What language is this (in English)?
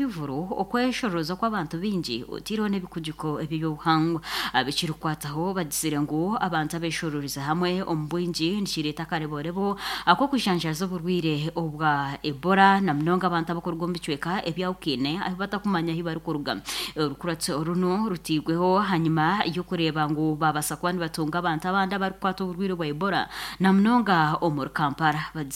Nyankole